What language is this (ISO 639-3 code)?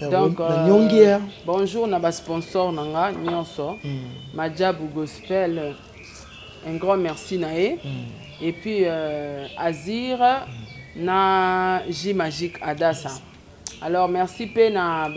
lin